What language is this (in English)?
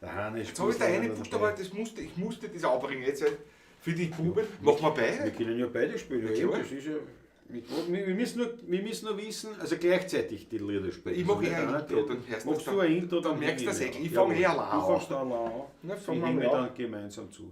Bavarian